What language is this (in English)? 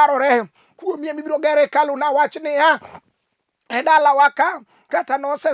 Luo (Kenya and Tanzania)